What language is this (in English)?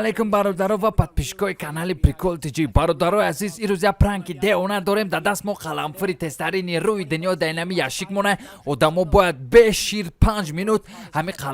Tajik